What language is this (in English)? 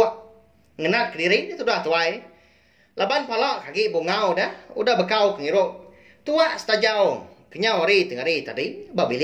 Iban